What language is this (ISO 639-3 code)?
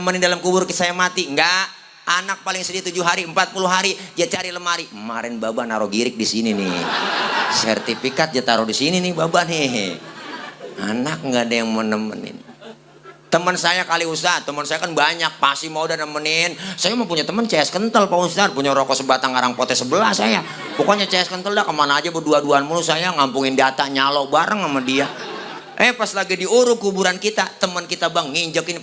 bew